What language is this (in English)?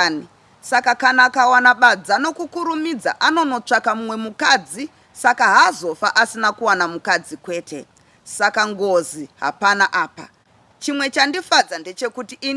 Shona